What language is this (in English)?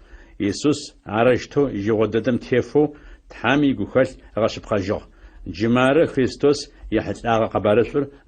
Adyghe